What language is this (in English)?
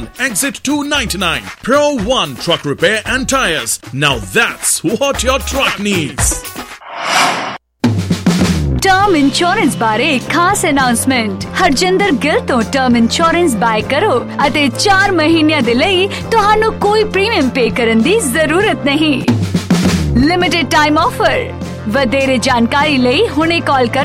Punjabi